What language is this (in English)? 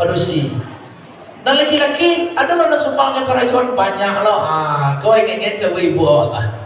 Minangkabau